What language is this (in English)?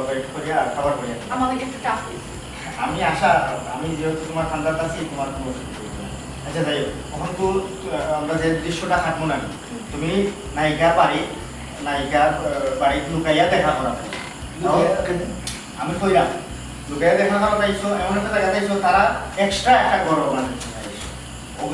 Sylheti